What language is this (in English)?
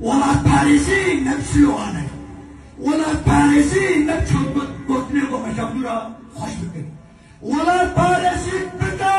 Kurdish